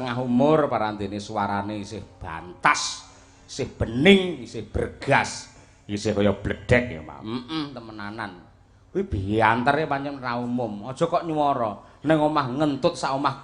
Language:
Javanese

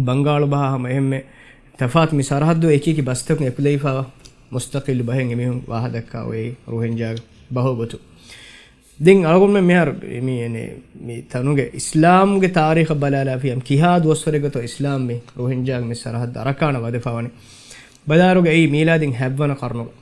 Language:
Divehi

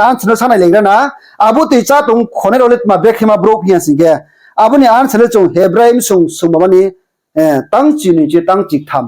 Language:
Riang (India)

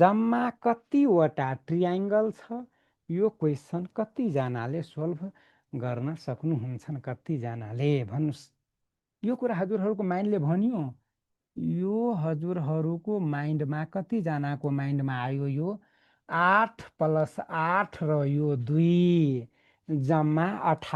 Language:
Nepali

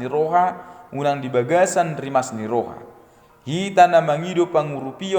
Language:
Batak Toba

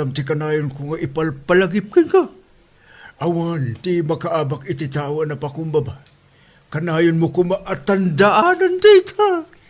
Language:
Iloko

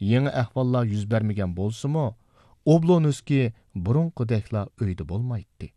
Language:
Uyghur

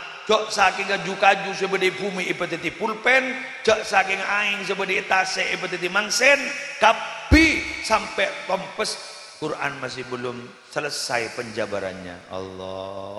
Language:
Madurese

